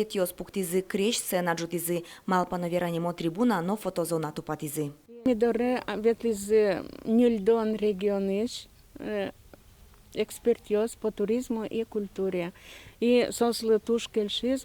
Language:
Udmurt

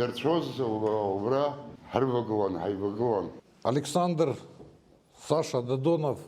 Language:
Abkhazian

